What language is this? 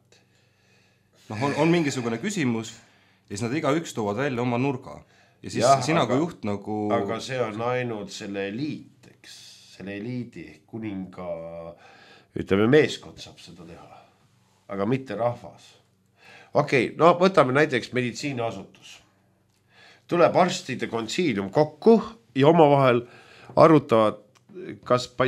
Estonian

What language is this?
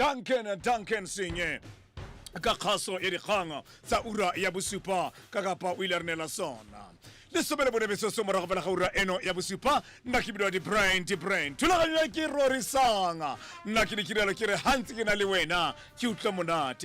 Tswana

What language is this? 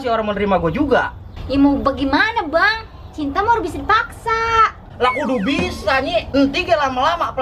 Betawi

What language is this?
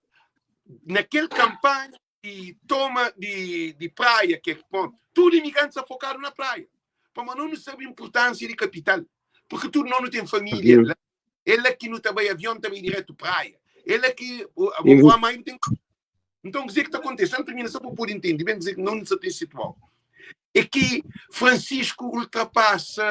Kabuverdianu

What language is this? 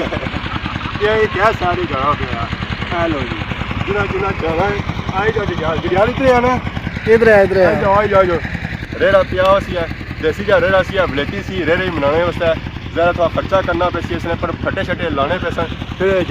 Pahari-Potwari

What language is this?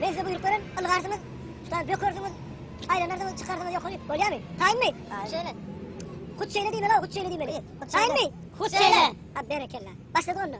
Turkmen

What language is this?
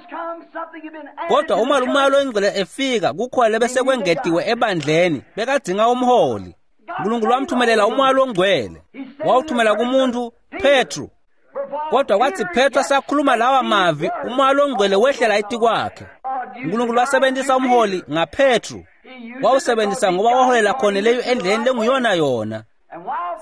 Swati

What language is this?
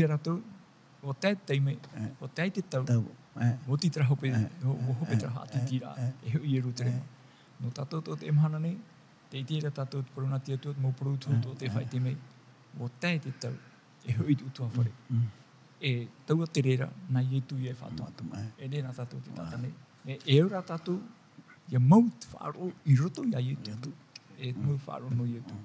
Tahitian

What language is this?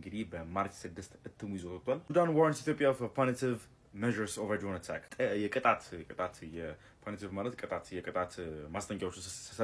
Amharic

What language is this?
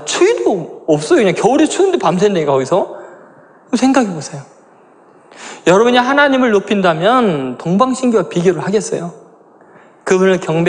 Korean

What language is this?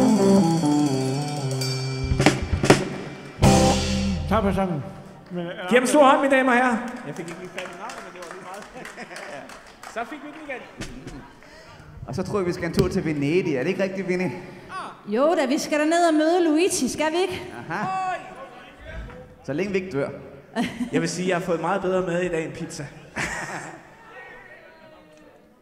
Danish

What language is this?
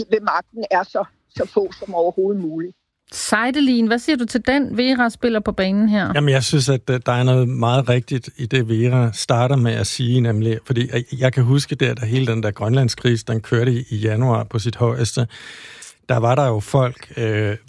Danish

